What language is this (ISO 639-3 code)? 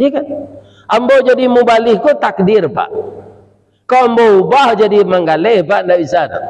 min